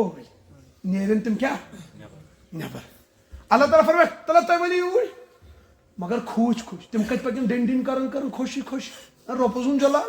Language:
Kashmiri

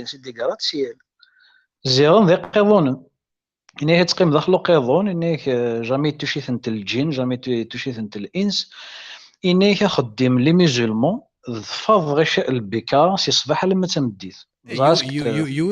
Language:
Kabyle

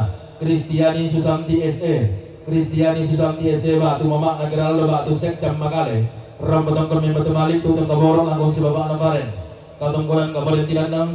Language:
Toraja-Sa'dan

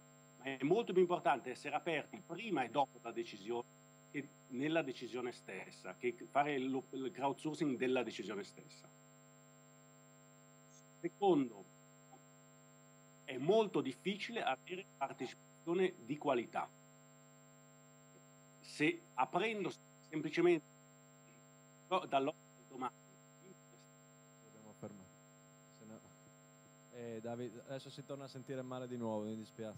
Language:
Italian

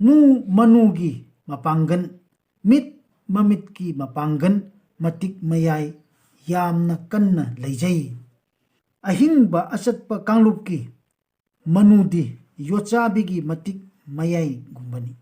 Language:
Manipuri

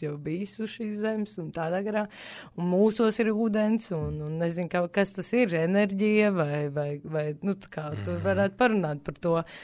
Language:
Latvian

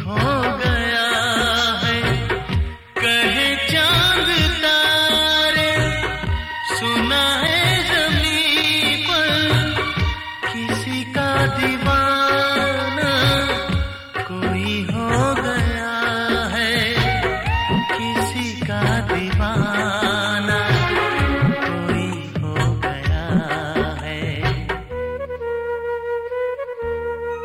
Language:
Hindi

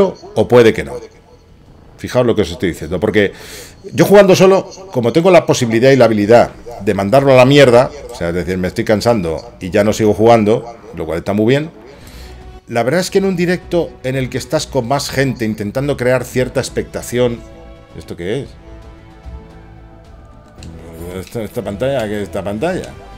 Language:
Spanish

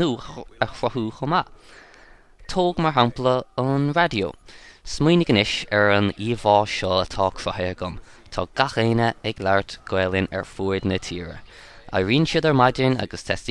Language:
Irish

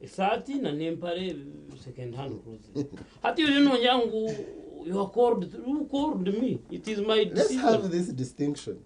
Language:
Nyankole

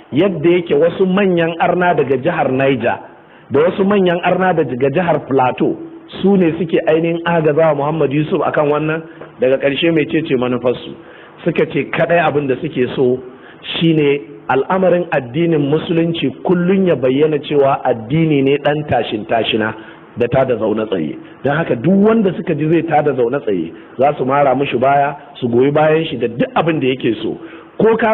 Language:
Hausa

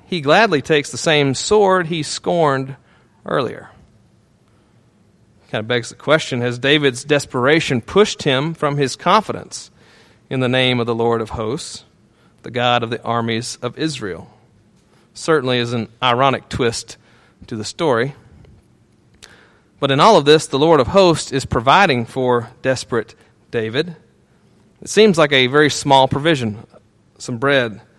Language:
English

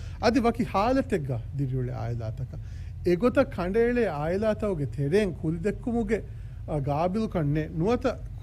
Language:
Divehi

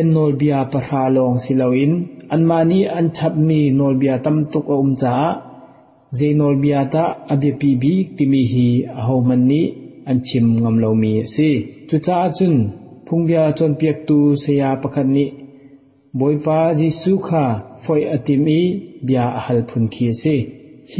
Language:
Hakha Chin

